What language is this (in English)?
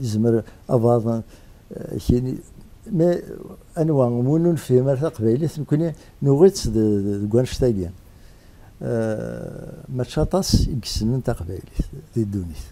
Kabyle